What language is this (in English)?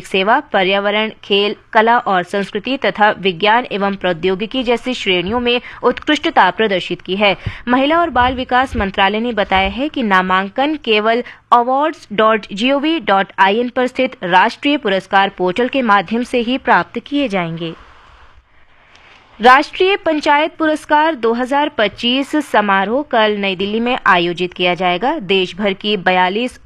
Hindi